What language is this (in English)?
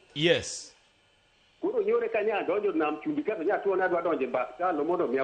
Luo (Kenya and Tanzania)